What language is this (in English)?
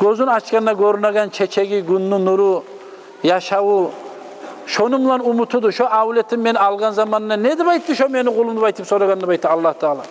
Kumyk